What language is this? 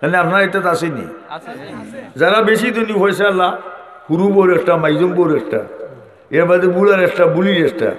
Sylheti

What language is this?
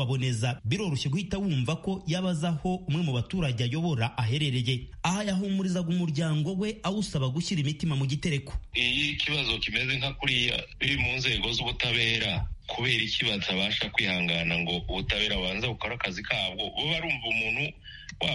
Kinyarwanda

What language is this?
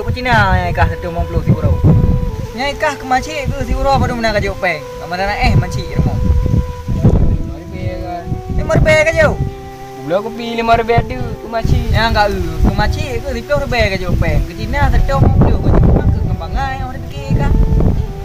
Achinese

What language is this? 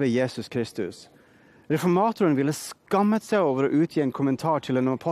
Norwegian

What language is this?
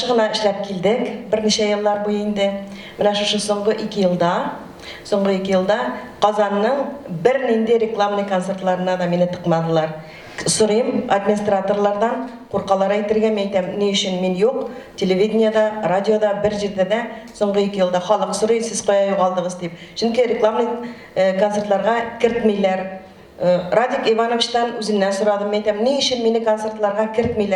Tatar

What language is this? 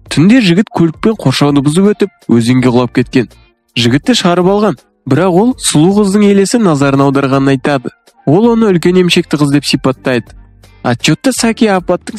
Kazakh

